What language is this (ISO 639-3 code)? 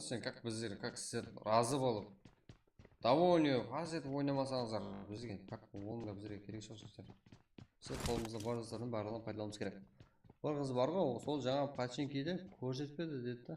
kaa